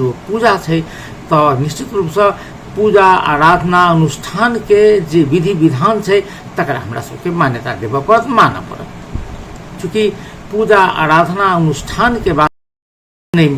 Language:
Maithili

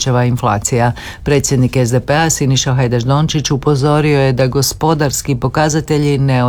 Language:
Croatian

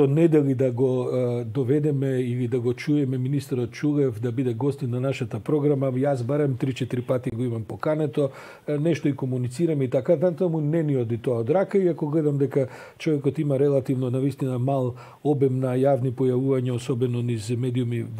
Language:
Macedonian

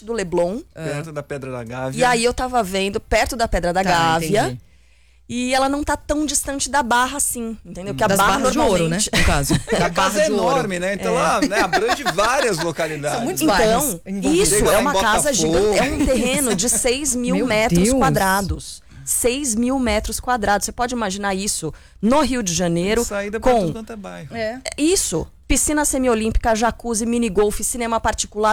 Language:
Portuguese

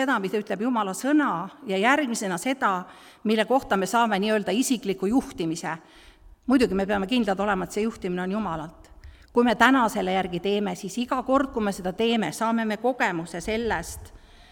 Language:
Estonian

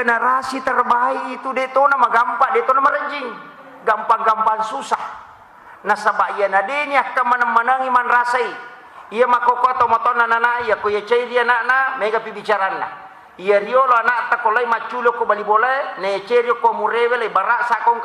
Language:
Buginese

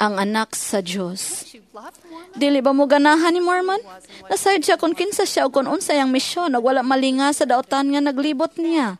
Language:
Cebuano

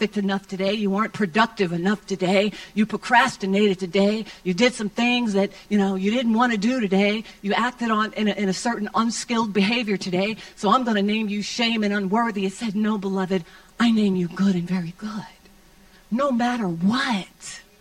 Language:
English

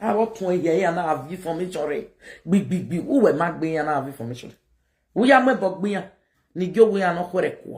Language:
Nigerian Pidgin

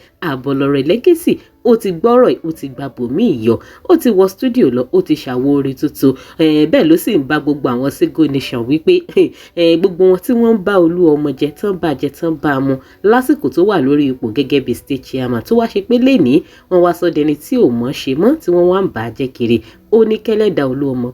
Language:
Yoruba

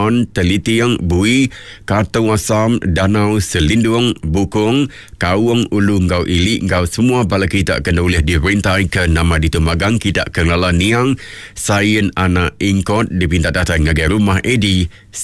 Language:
Iban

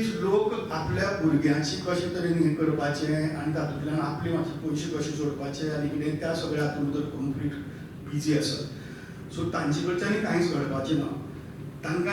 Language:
Konkani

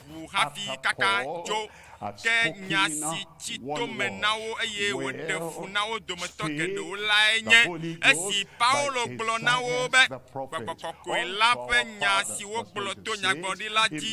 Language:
Ewe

